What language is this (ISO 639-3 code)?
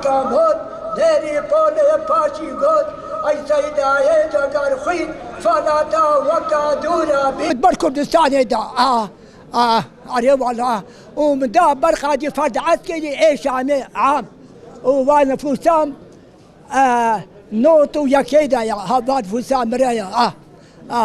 kur